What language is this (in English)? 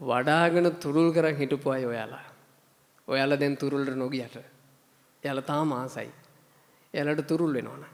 Sinhala